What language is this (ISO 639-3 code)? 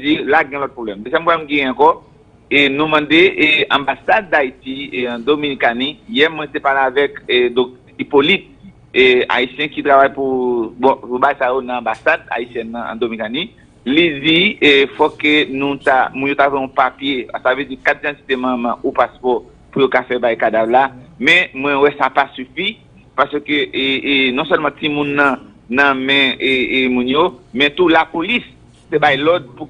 hat